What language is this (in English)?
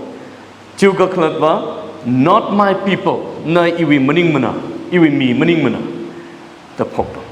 Tangkhul Naga (India)